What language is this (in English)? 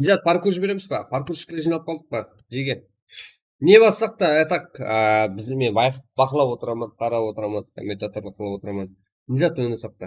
Kara-Kalpak